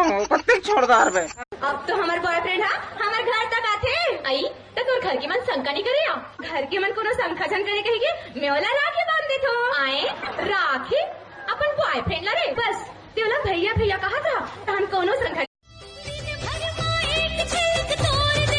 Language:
Chhattisgarhi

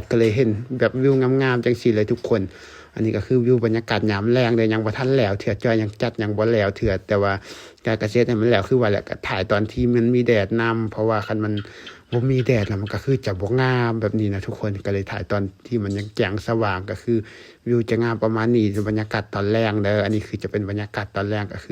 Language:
Lao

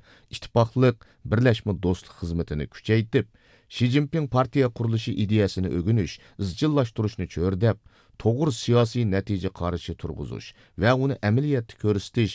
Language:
Uyghur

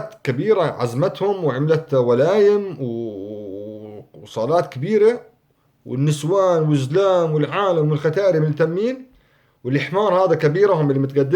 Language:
North Levantine Arabic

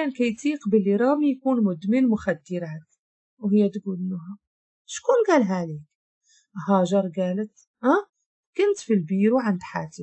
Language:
Moroccan Arabic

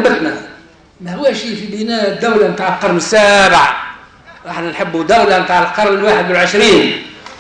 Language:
Tunisian Arabic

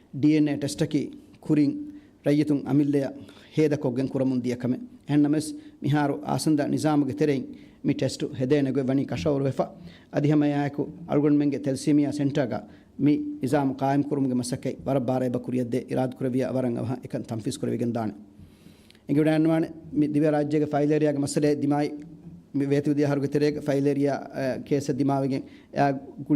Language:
Divehi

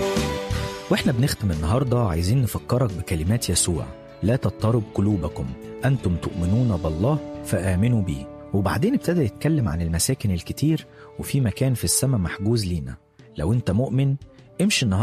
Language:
Egyptian Arabic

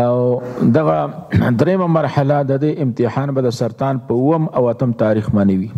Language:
Pashto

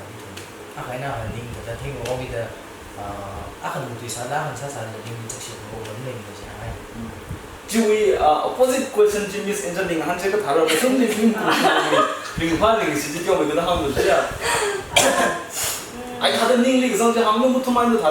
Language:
Tangkhul Naga (India)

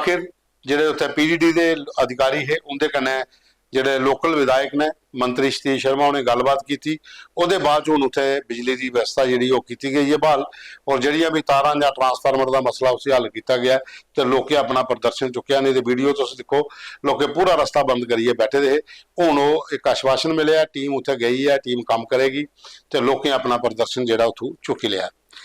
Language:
Dogri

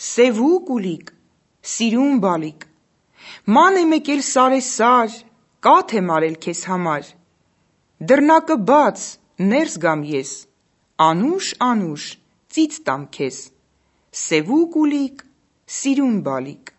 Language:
Armenian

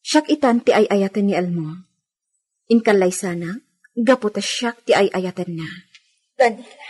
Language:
Iloko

